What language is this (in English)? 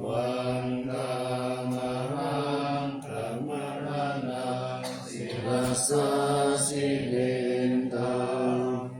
Pali